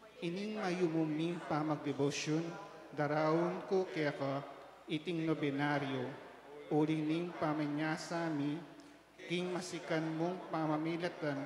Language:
Pampanga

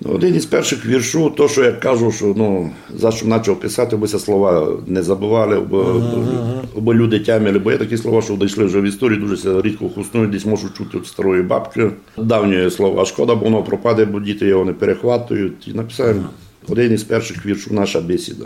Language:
Rusyn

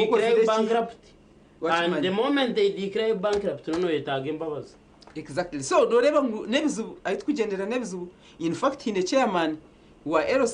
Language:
Nyankole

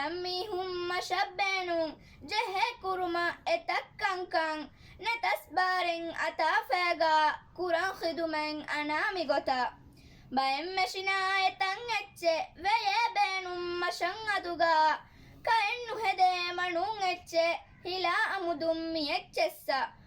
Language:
Divehi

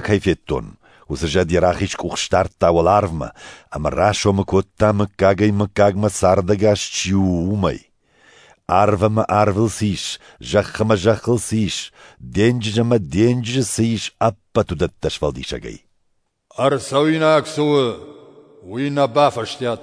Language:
Ossetic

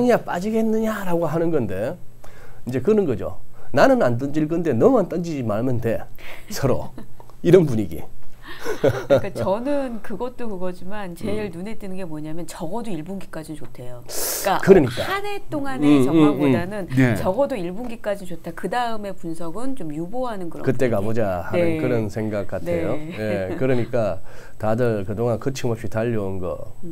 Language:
Korean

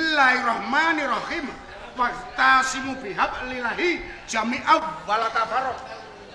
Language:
Javanese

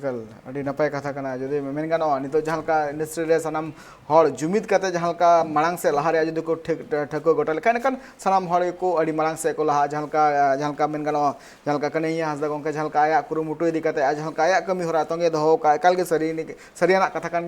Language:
Santali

